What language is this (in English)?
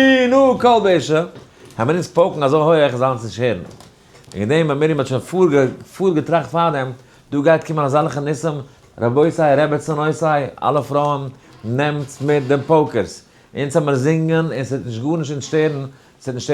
Yiddish